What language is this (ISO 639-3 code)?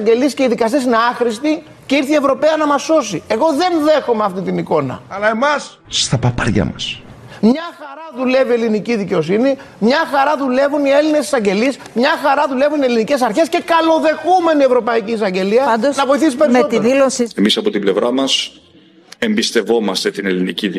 ell